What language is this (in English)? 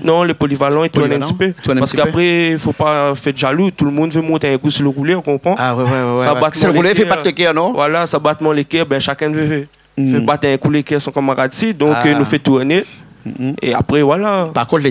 Réunion Creole French